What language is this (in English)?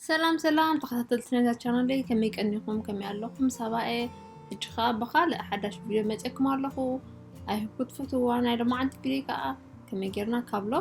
Tigrinya